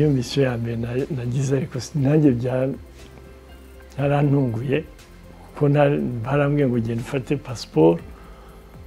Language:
Kinyarwanda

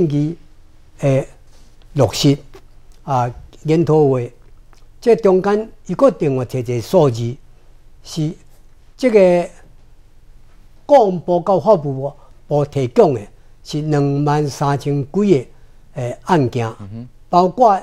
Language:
Chinese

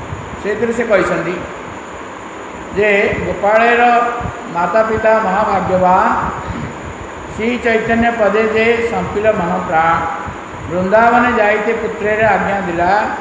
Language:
Odia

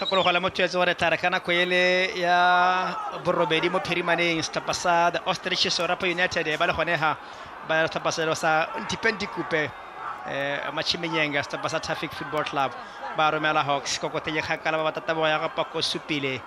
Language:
Tswana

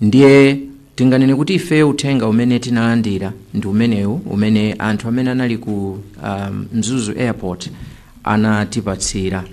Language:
Nyanja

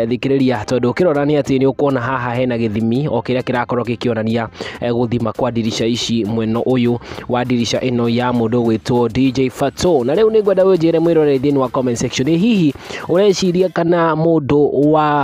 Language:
Kikuyu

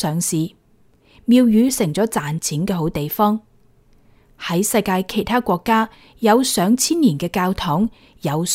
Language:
Cantonese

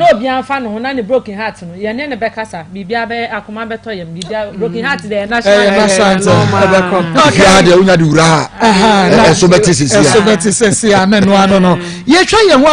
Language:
Akan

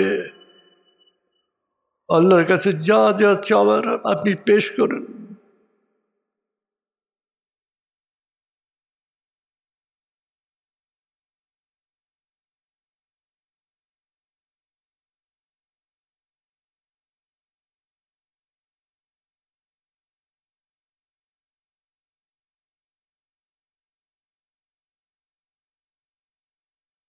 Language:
Bangla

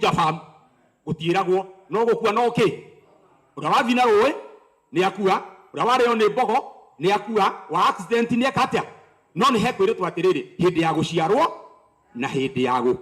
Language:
Kikuyu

